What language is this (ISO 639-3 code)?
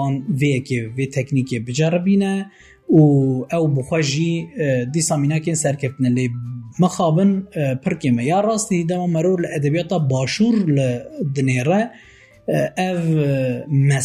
kur